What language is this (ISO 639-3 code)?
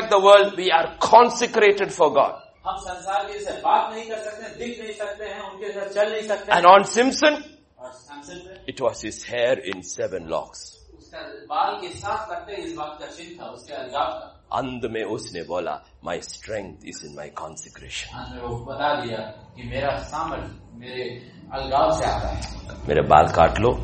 hin